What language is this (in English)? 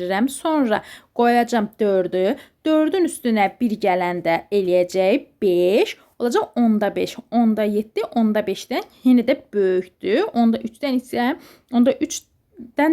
Azerbaijani